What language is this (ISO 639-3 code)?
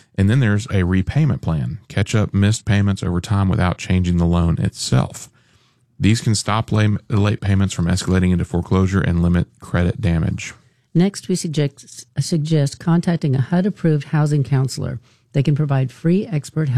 eng